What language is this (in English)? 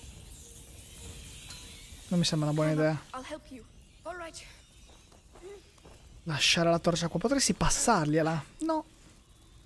Italian